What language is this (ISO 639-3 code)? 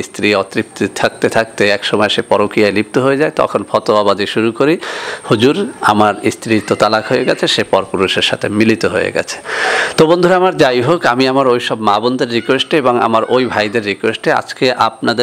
ben